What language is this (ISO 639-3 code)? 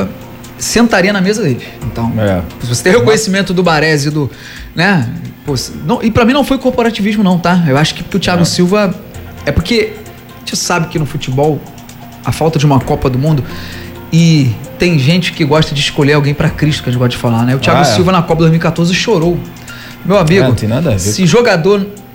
por